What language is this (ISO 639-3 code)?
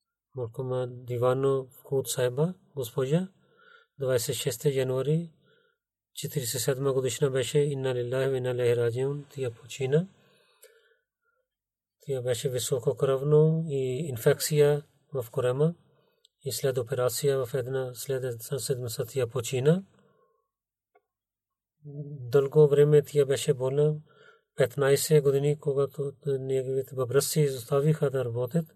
bul